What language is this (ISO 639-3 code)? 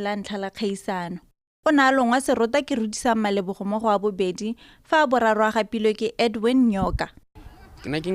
tsn